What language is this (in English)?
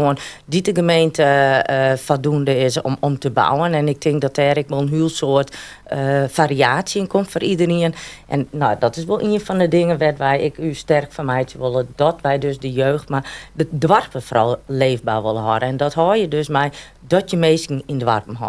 Western Frisian